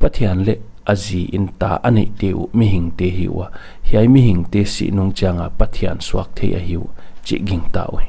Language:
Paite Chin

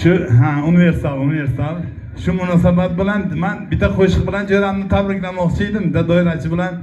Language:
Uzbek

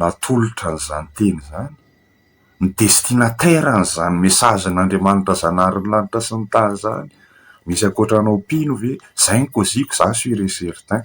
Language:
Malagasy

